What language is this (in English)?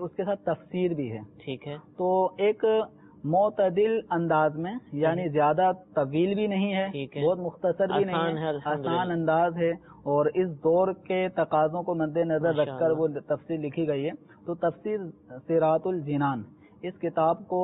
Urdu